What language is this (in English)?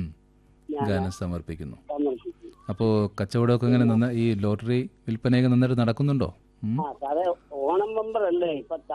Malayalam